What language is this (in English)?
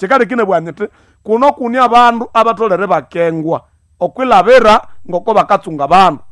Nande